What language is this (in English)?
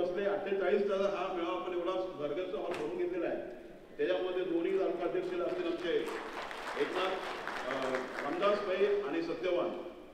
Marathi